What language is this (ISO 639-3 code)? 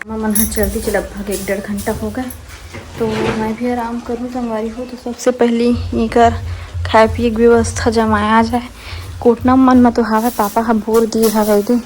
hne